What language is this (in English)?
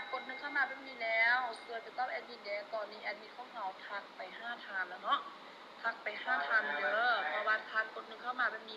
Lao